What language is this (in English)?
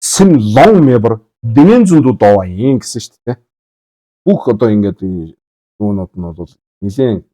Mongolian